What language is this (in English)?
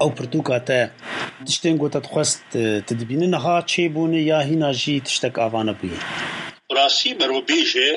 Kurdish